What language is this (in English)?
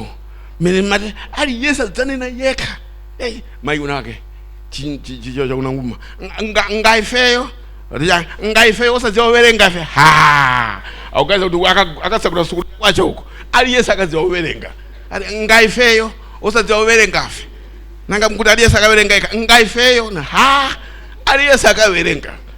Nyanja